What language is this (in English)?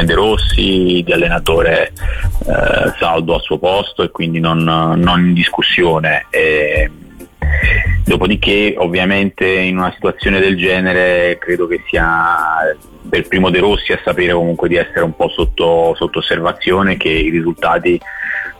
Italian